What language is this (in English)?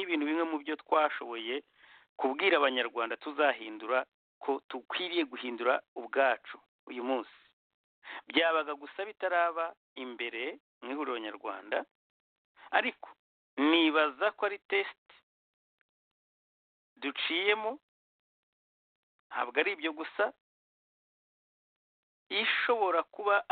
Kinyarwanda